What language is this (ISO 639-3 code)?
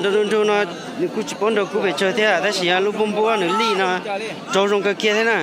hmn